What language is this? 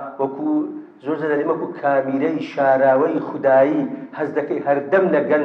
Central Kurdish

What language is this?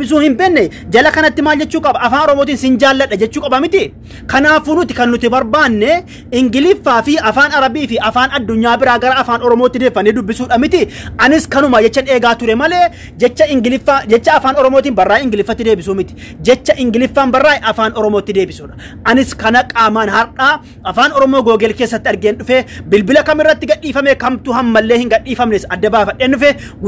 Oromo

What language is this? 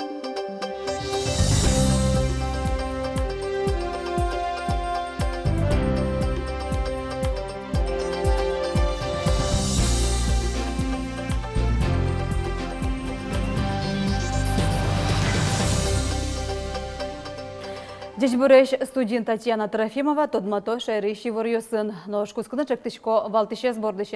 Udmurt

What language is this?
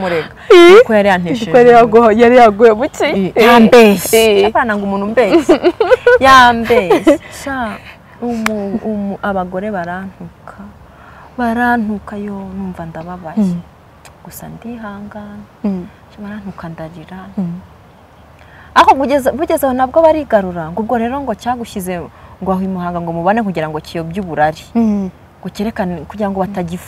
Kinyarwanda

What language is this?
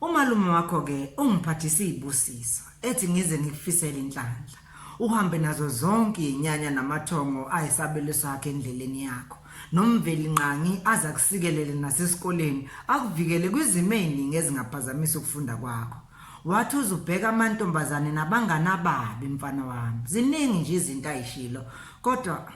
Zulu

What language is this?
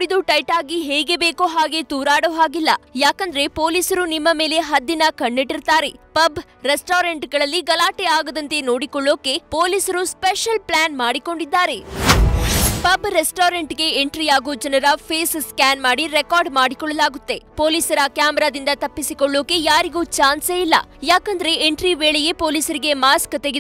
Kannada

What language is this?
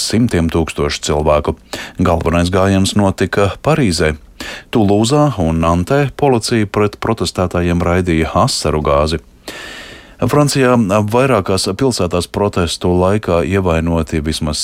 Latvian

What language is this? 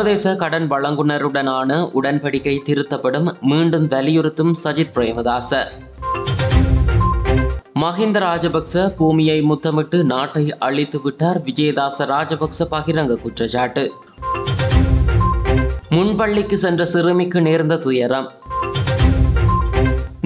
Tamil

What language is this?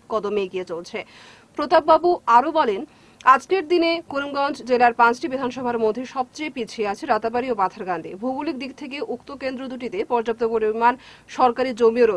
Bangla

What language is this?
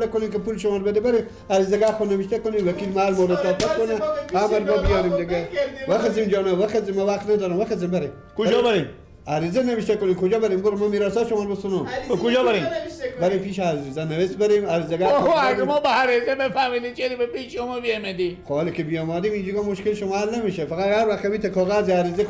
Persian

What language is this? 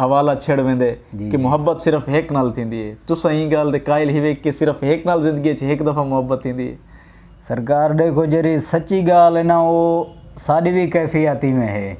Saraiki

